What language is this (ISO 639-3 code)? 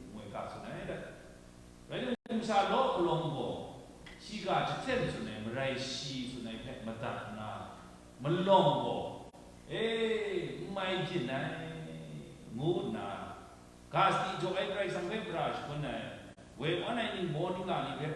kac